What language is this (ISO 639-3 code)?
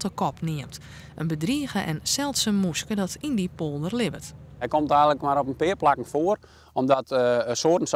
fry